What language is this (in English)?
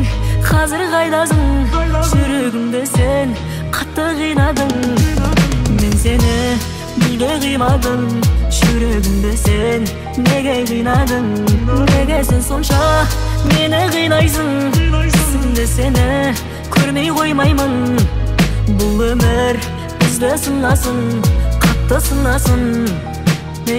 Kazakh